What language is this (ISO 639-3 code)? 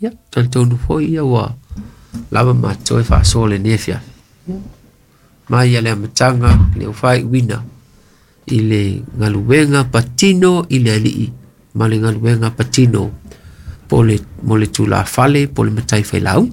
smo